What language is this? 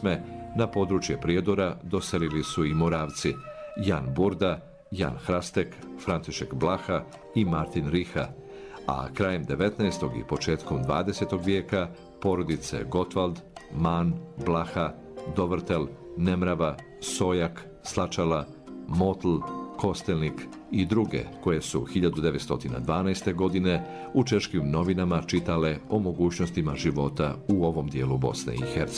Bosnian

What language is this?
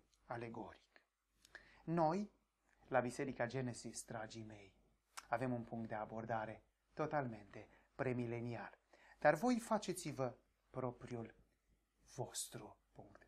Romanian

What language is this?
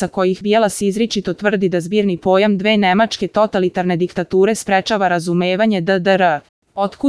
Serbian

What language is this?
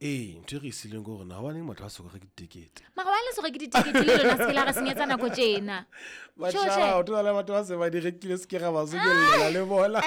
Southern Sotho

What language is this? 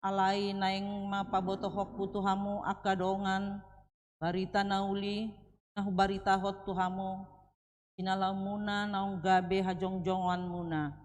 Batak Toba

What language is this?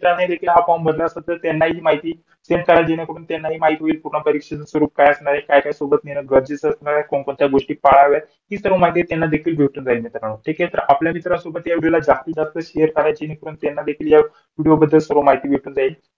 Marathi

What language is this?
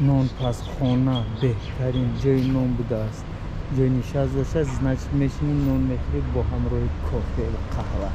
Tajik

